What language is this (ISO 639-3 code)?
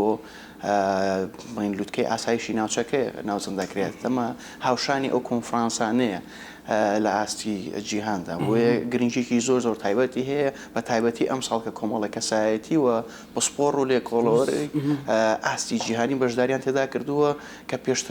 ckb